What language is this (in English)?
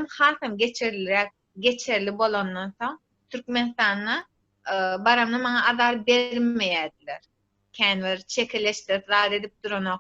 Turkmen